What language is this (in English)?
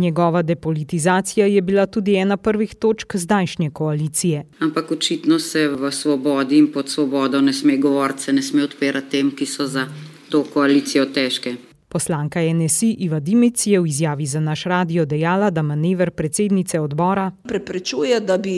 Slovenian